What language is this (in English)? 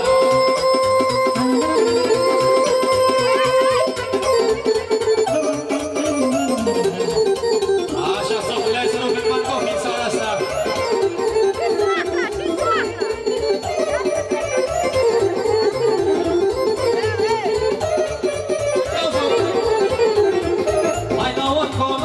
Romanian